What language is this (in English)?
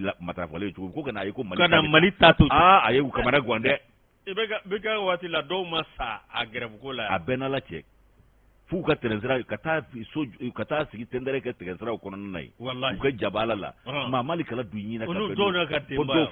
Bambara